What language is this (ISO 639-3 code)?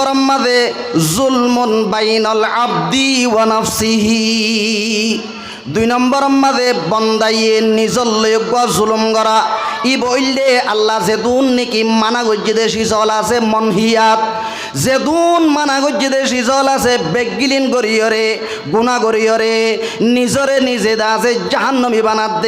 rhg